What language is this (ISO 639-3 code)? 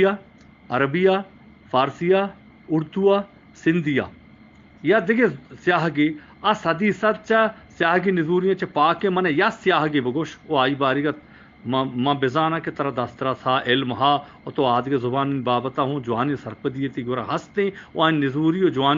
bgp